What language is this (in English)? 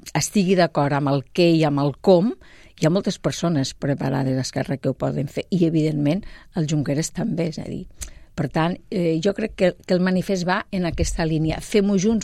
Catalan